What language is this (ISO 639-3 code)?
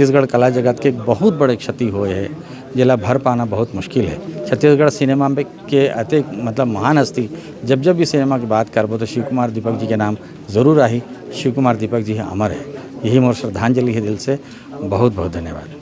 hne